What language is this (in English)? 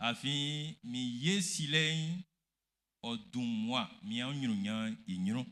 Baoulé